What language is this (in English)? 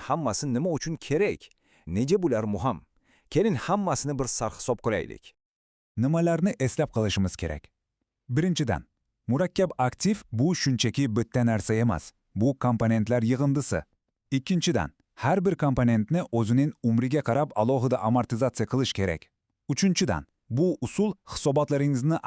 Uzbek